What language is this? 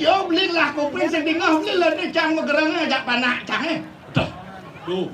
Balinese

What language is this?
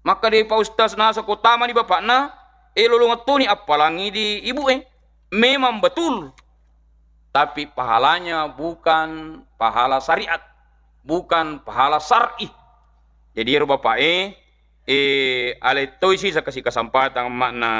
Buginese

